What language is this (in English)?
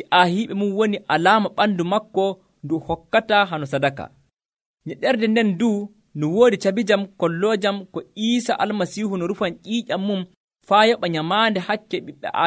Nigerian Fulfulde